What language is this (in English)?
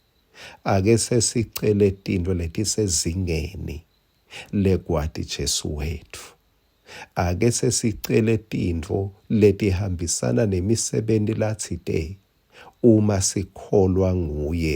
Swati